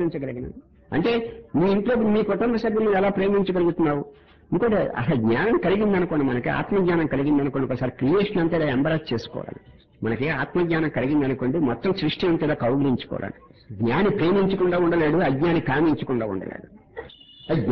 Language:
Telugu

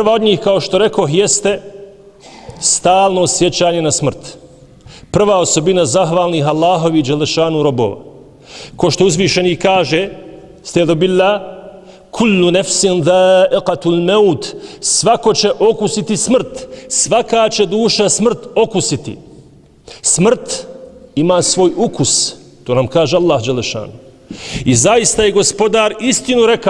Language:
Bosnian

